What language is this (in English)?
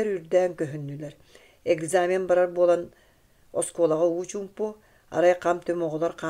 Yakut